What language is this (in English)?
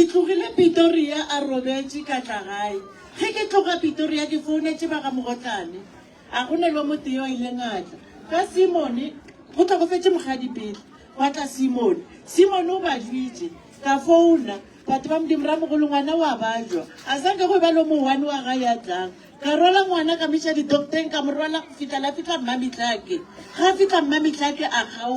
Northern Sotho